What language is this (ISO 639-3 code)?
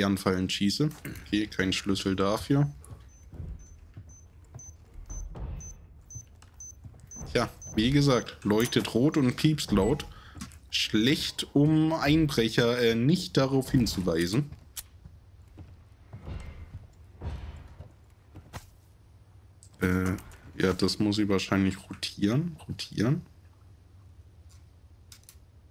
deu